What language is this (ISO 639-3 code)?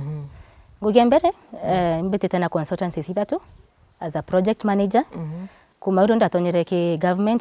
mer